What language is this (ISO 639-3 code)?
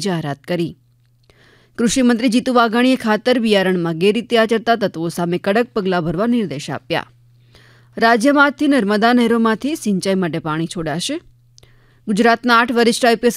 guj